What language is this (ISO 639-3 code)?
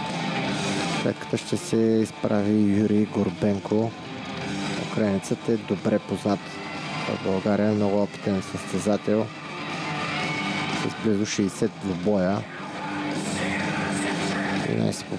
bul